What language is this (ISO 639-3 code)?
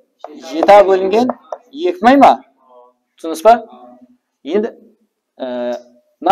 kaa